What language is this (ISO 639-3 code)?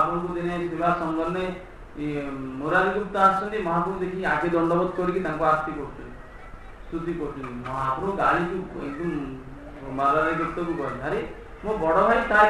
ori